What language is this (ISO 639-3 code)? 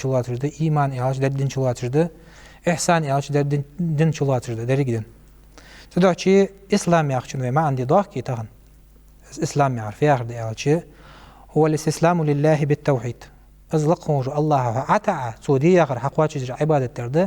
inh